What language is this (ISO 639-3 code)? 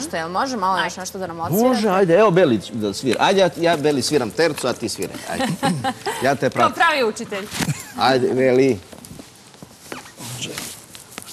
srp